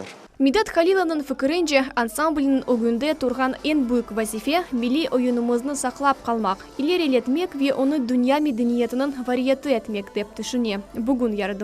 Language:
Crimean Tatar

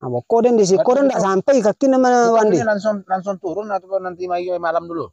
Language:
Minangkabau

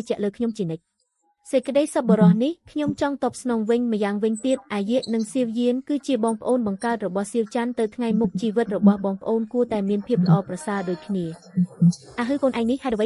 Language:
Khmer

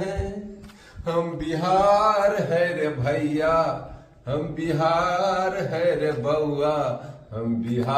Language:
Magahi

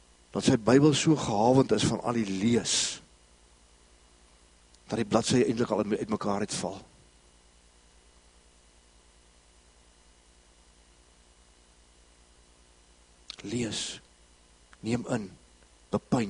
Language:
Afrikaans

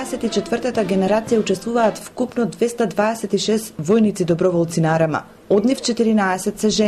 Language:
Macedonian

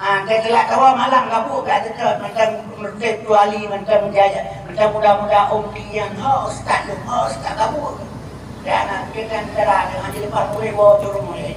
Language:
Achinese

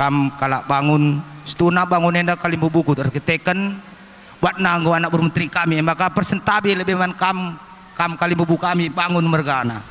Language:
Batak Karo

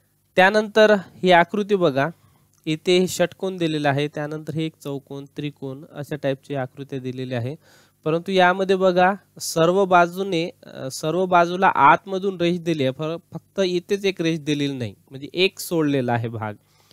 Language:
Marathi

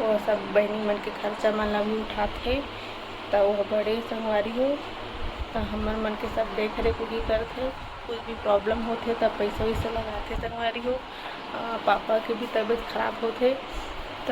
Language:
Chhattisgarhi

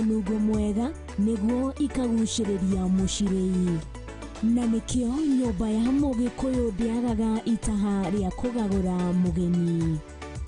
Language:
Kikuyu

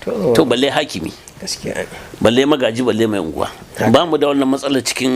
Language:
Hausa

